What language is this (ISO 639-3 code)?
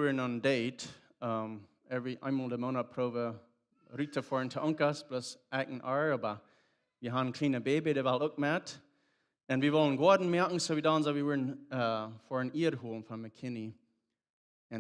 pdt